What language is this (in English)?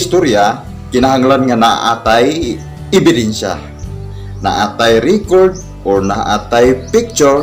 Cebuano